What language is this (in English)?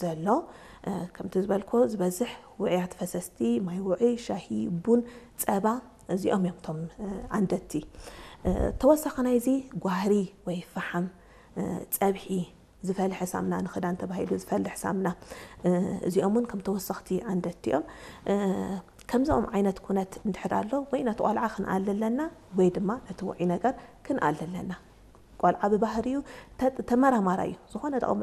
Tigrinya